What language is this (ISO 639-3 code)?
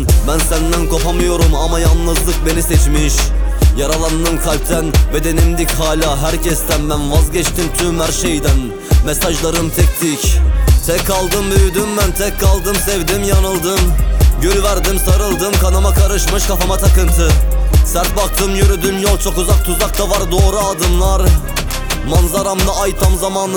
tur